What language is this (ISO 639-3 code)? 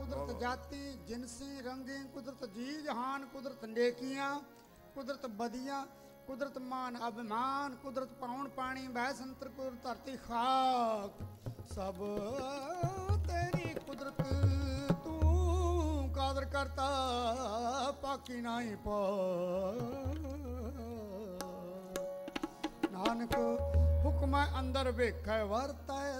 pan